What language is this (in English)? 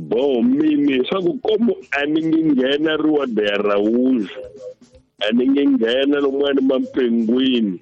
Tsonga